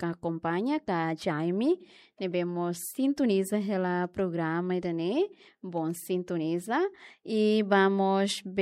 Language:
Tetum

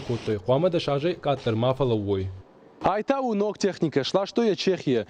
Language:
Ossetic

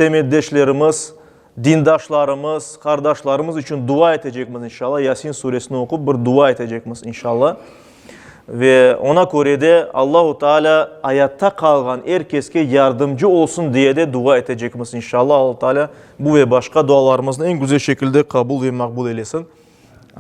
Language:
Crimean Tatar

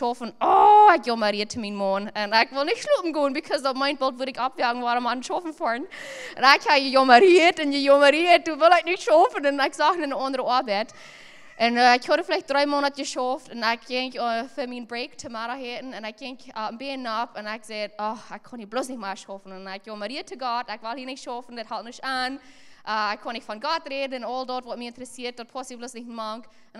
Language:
Plautdietsch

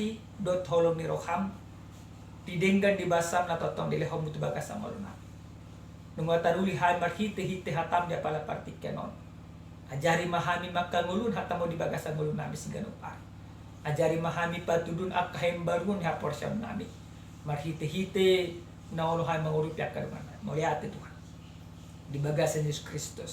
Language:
Batak Toba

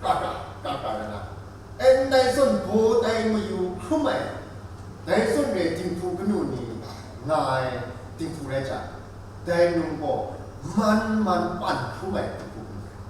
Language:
Kachin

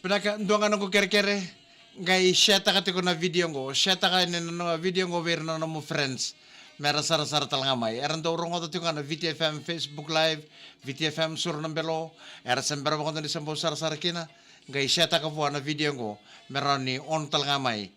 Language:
Fijian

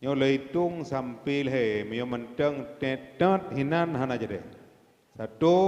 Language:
Achinese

